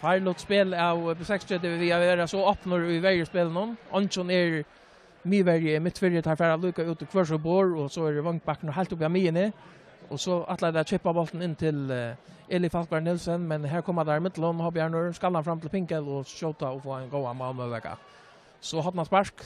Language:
Faroese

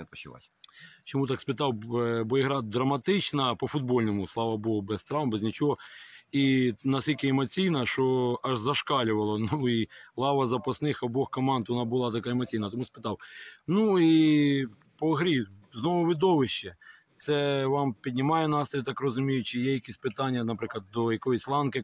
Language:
Ukrainian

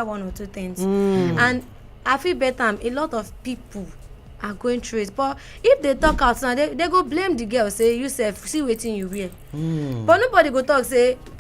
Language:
Nigerian Pidgin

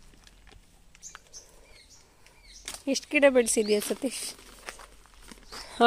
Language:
Kannada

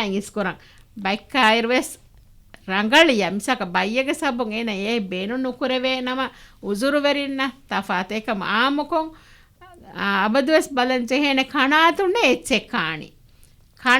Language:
Divehi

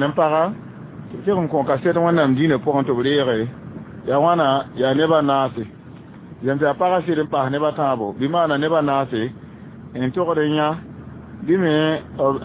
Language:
Mossi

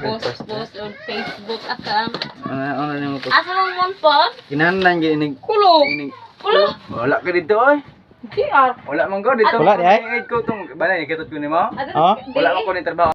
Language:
Cebuano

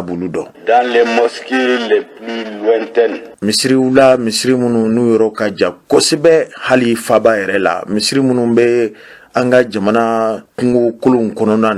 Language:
Bambara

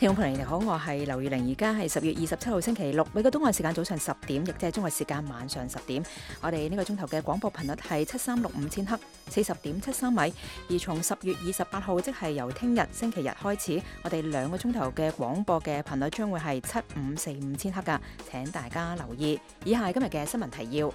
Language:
Cantonese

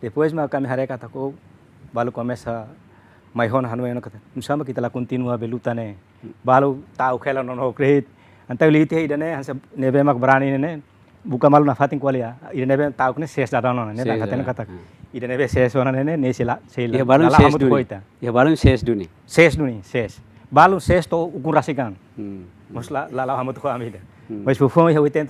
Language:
Tetum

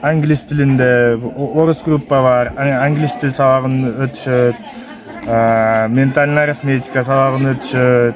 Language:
Kyrgyz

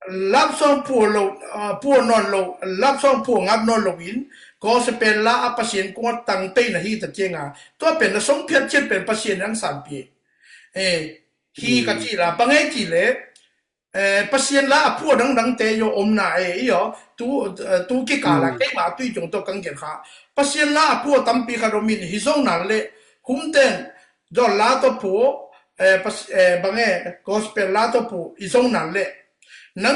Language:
Tedim Chin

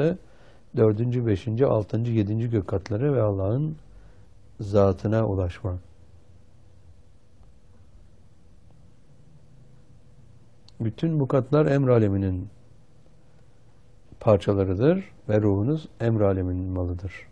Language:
Turkish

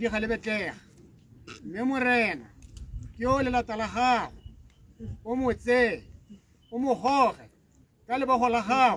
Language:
Tswana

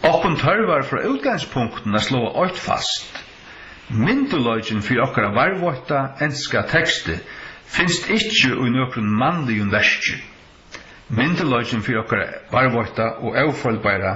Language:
Faroese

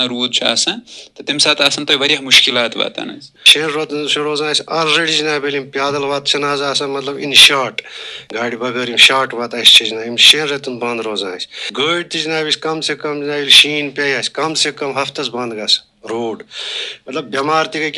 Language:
Kashmiri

